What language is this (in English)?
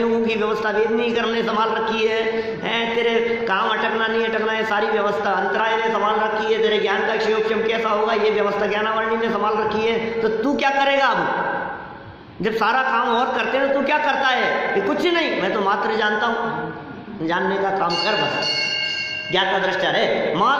Hindi